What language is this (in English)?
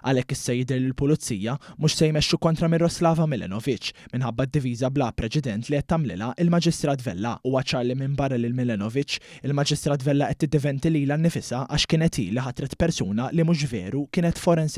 Maltese